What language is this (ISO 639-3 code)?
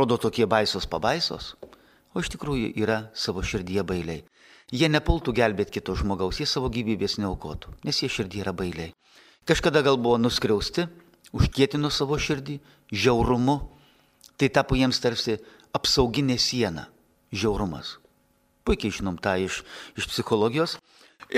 lit